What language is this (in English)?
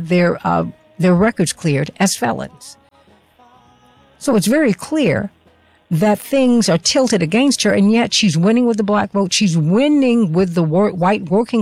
English